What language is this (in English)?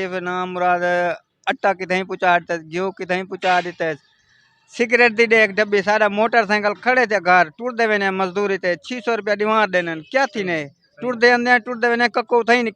Saraiki